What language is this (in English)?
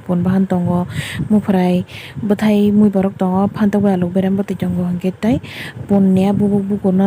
Kok Borok